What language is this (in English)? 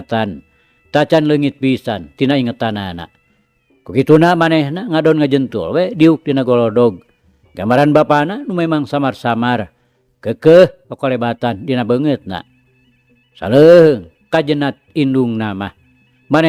Sundanese